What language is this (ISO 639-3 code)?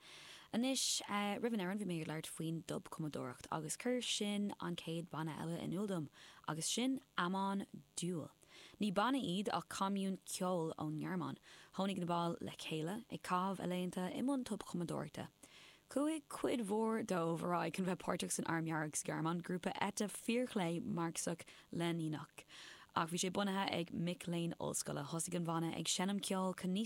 gle